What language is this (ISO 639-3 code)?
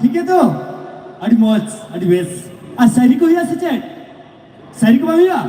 sat